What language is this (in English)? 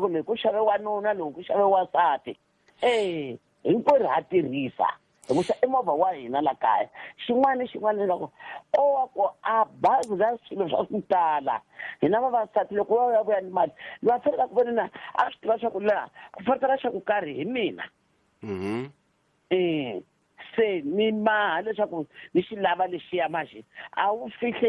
Tsonga